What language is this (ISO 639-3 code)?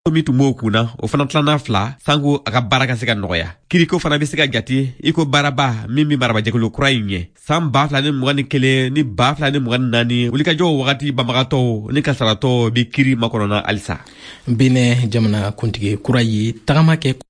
bam